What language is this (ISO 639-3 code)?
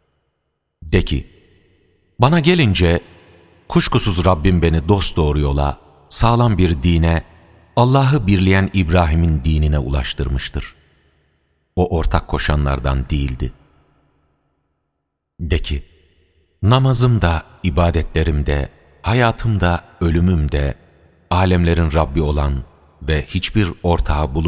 tur